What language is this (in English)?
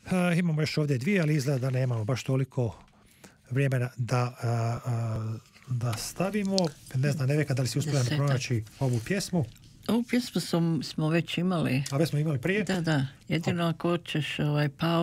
Croatian